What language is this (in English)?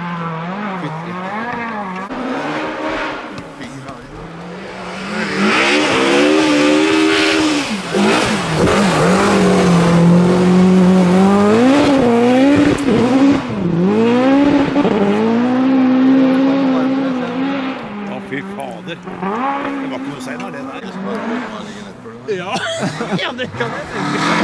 Norwegian